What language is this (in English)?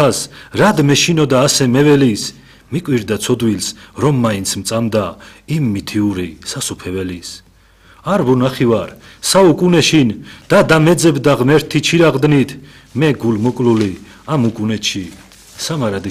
Georgian